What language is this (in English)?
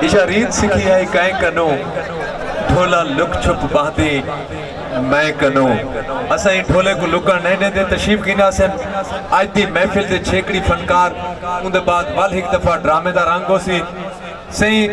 Saraiki